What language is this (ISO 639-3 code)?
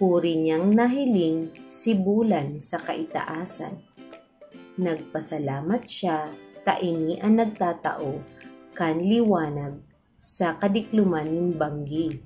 bik